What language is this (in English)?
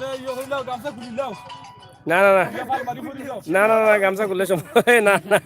Sylheti